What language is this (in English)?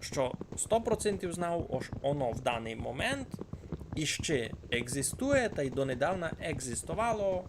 Rusyn